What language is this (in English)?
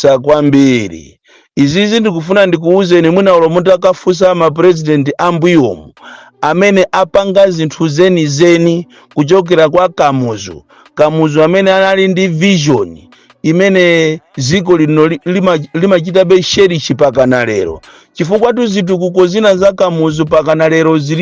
Nyanja